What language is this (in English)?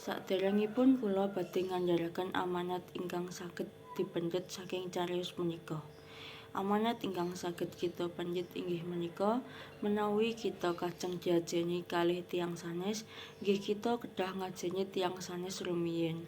Javanese